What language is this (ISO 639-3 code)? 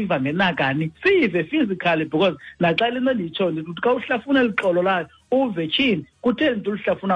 xho